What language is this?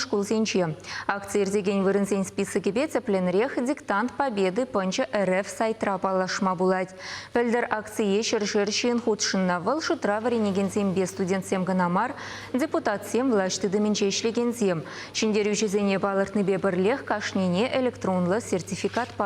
Chuvash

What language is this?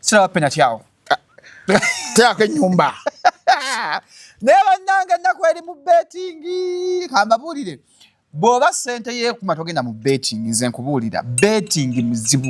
Ganda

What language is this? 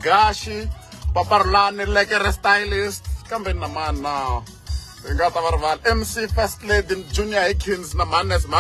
Tsonga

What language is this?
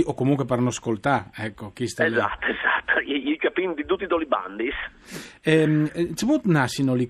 Friulian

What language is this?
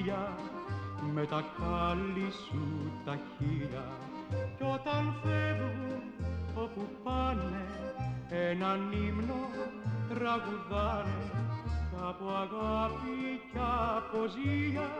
Greek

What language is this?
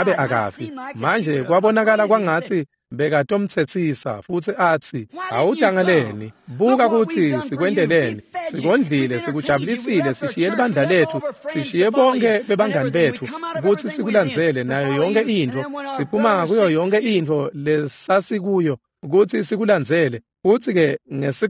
Swati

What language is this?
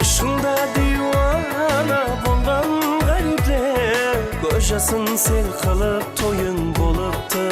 Kara-Kalpak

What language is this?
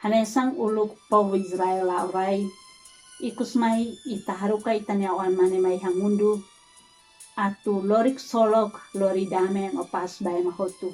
Tetum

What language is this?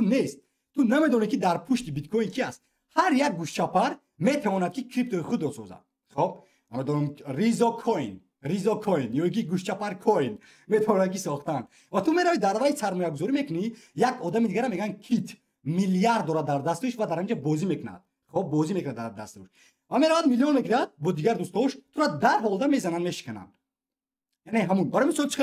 Tajik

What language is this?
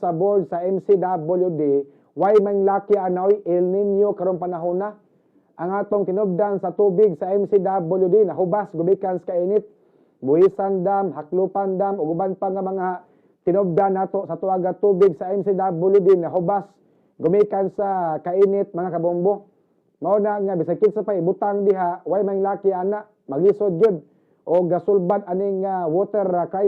Cebuano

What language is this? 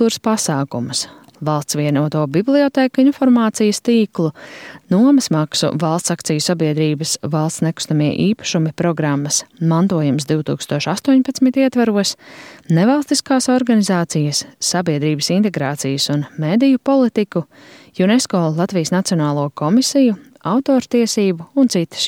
Latvian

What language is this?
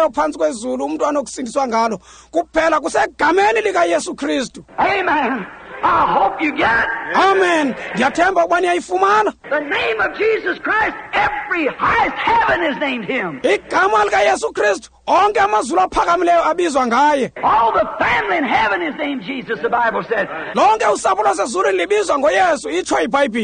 Xhosa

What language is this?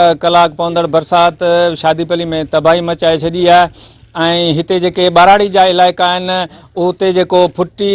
Sindhi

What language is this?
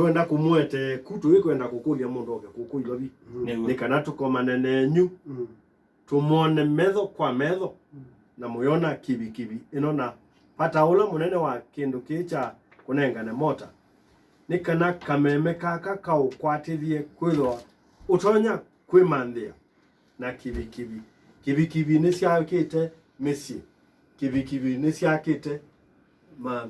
Kamba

